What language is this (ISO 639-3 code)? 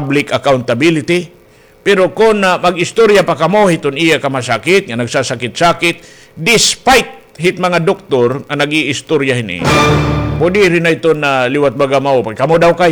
war